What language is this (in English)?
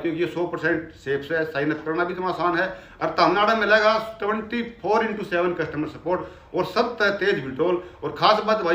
Haryanvi